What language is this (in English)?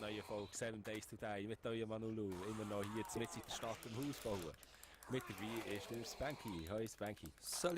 Swiss German